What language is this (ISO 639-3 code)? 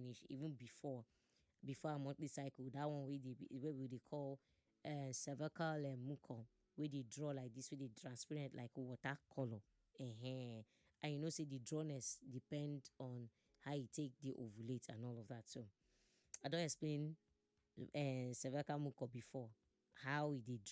pcm